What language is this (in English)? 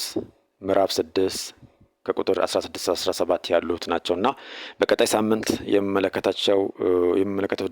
Amharic